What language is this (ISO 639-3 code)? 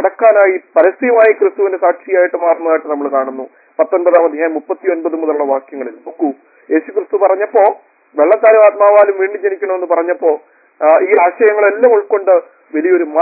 mal